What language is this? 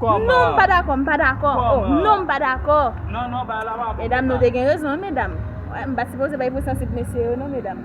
Haitian Creole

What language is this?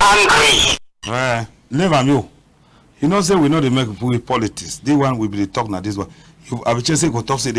Cameroon Pidgin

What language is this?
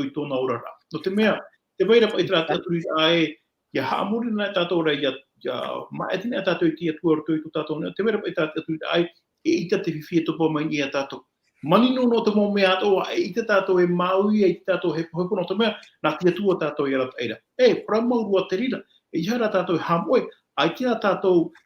Tahitian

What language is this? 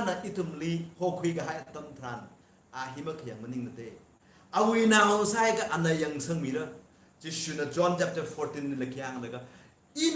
Tangkhul Naga (India)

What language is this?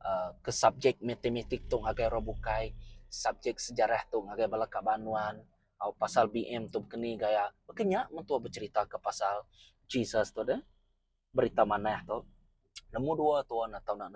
Iban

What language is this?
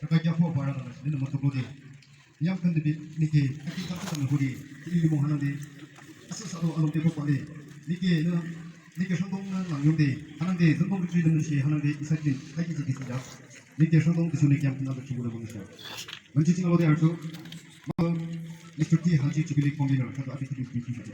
Yimchungru Naga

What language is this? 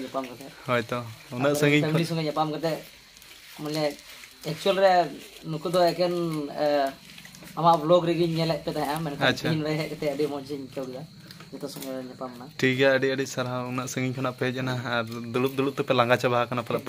Santali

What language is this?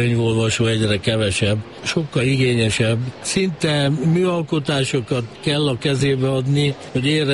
Hungarian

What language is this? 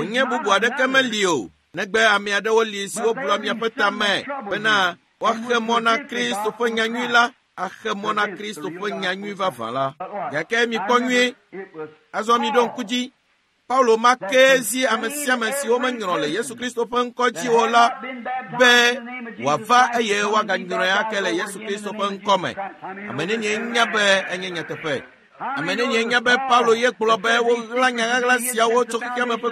Ewe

